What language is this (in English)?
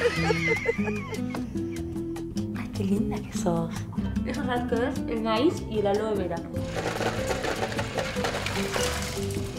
Spanish